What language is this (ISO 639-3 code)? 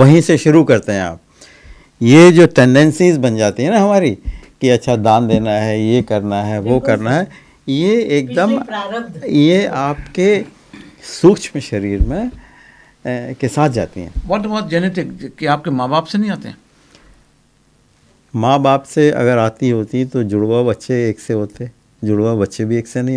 hin